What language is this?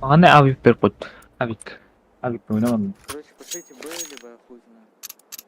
Kara-Kalpak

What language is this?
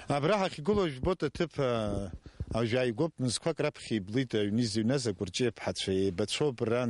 Abkhazian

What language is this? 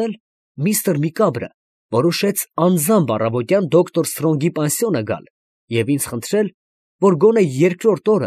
Armenian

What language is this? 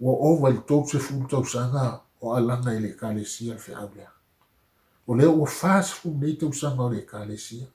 Samoan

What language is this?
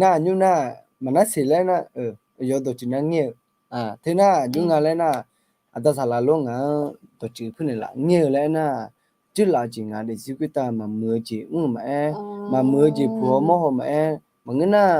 Akha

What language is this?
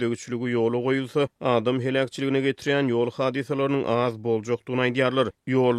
Turkmen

